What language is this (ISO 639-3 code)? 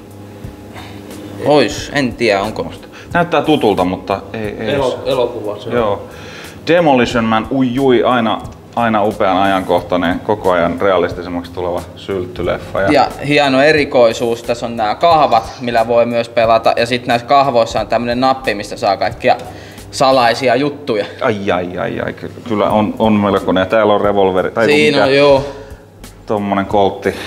fin